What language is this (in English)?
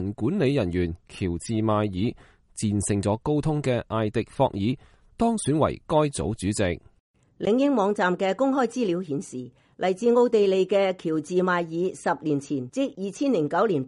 Cantonese